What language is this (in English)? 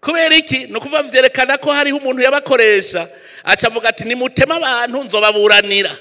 Rundi